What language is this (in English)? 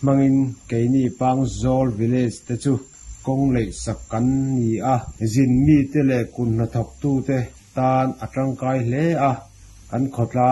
Mizo